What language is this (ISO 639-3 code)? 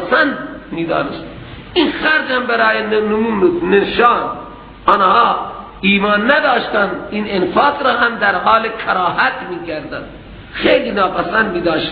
fas